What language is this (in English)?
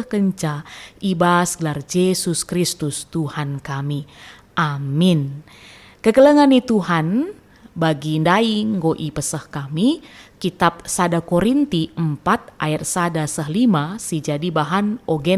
Batak Karo